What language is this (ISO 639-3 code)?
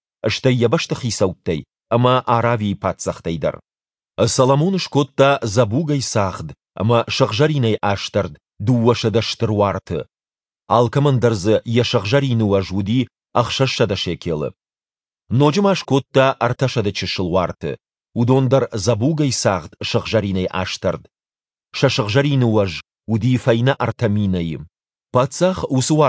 oss